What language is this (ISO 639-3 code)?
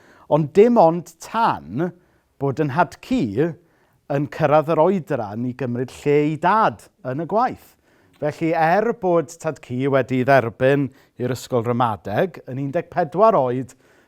cym